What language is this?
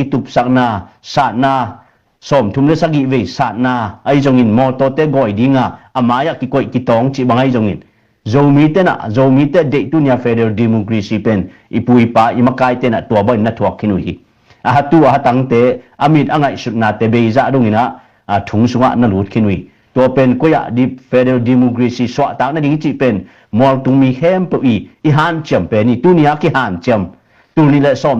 Tedim Chin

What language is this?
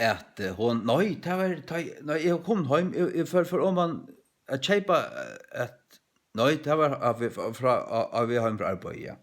Faroese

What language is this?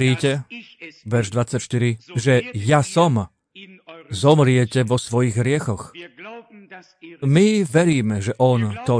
Slovak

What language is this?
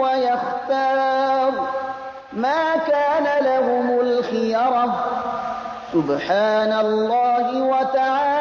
Persian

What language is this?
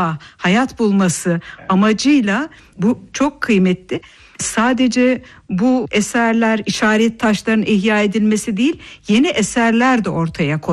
Turkish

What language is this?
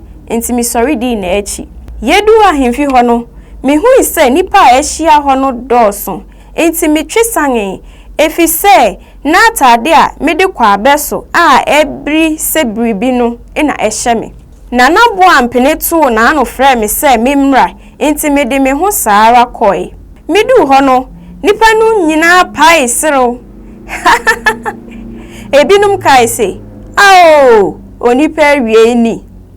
Akan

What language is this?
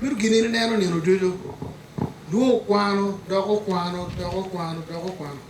Acoli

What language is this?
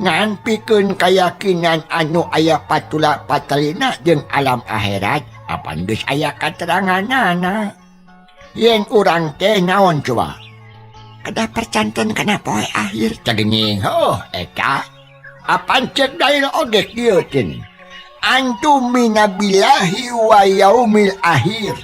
Sundanese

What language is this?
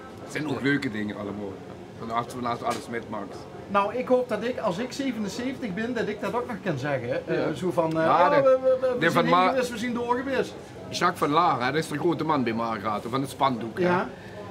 Limburgish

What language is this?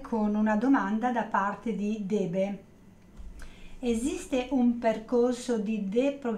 Italian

